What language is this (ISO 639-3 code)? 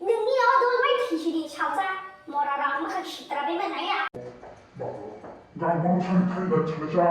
trp